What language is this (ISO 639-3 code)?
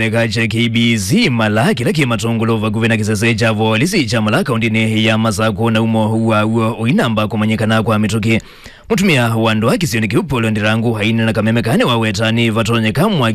kam